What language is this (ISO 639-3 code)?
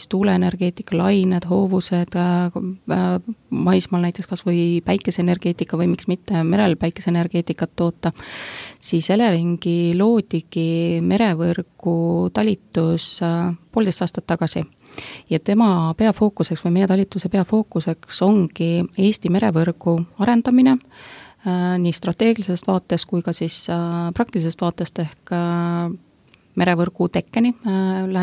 est